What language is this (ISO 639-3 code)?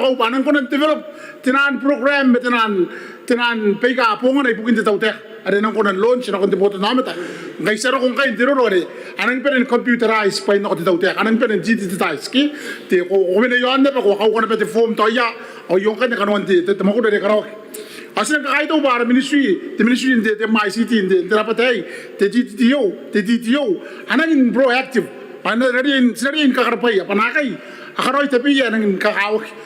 gil